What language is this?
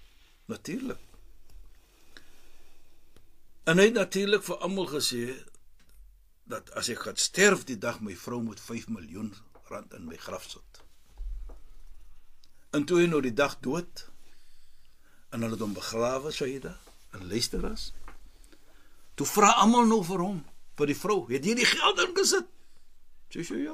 Afrikaans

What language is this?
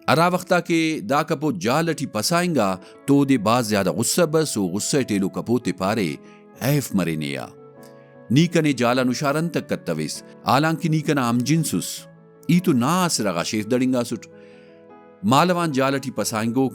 Brahui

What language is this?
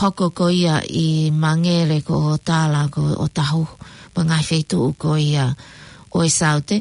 Tongan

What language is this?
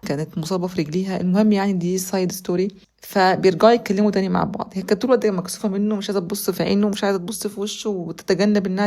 Egyptian Arabic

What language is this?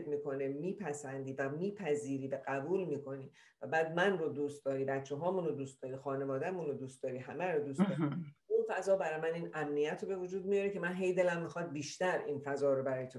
Persian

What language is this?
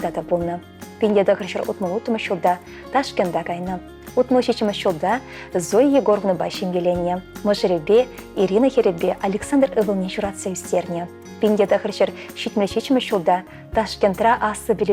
Chuvash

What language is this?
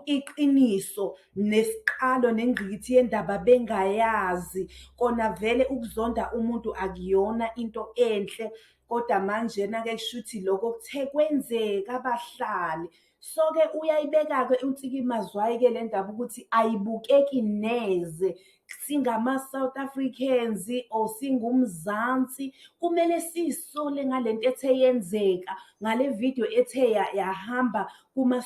Zulu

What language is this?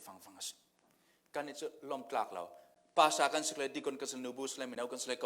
Falam Chin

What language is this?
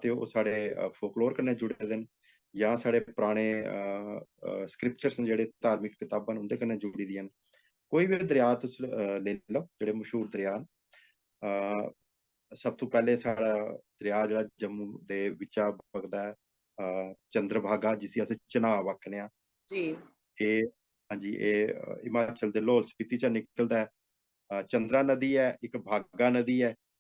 Dogri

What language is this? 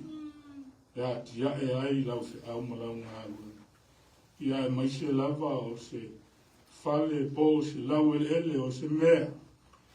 Samoan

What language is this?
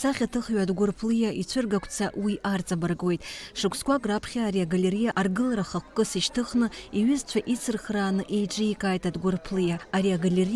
Abkhazian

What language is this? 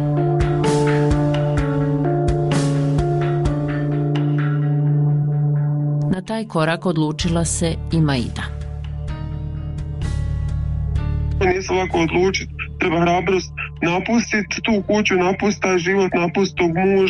Bosnian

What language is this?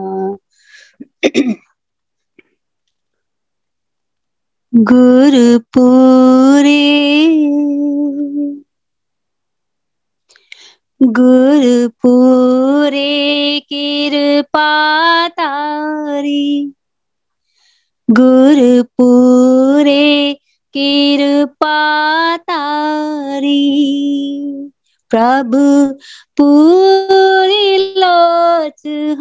Punjabi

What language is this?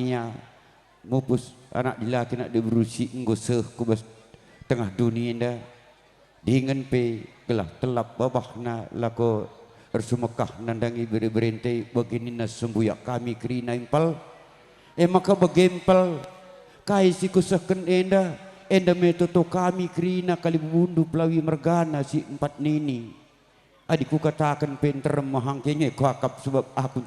Batak Karo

